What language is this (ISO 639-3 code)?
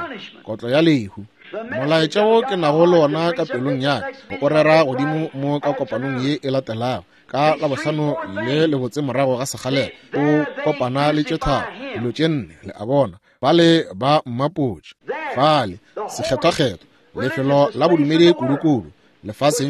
nso